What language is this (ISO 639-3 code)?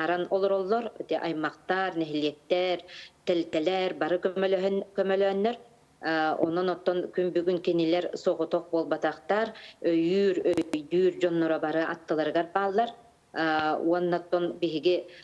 sah